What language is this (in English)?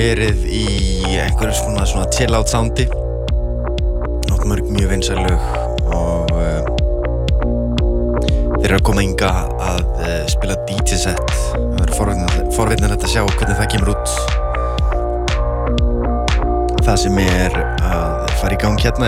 Icelandic